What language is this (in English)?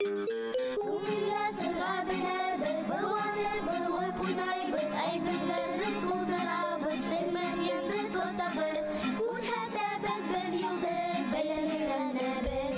Bashkir